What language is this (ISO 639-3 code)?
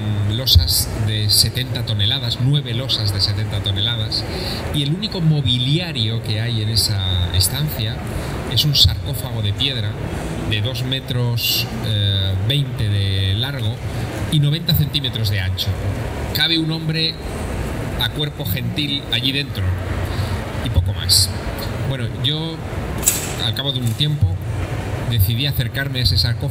spa